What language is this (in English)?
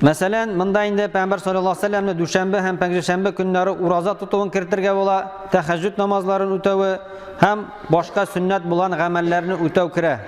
Tatar